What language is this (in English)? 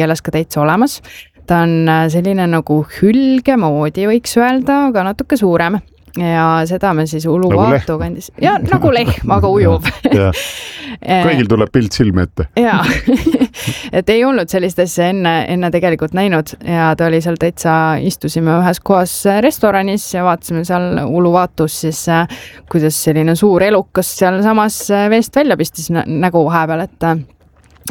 Estonian